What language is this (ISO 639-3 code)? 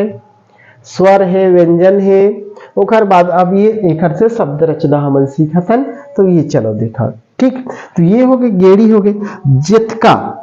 hne